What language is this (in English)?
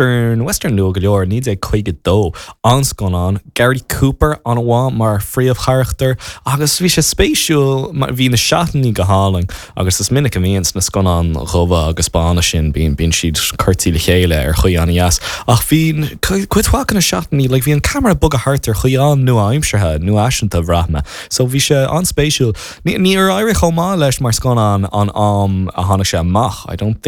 Irish